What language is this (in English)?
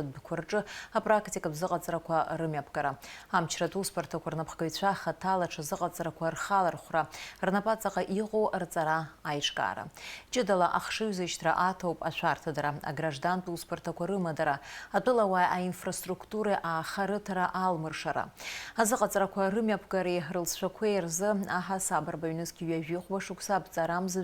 Abkhazian